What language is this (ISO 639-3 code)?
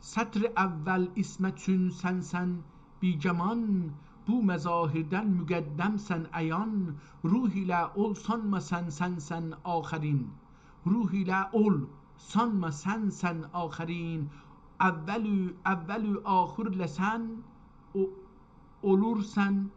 azb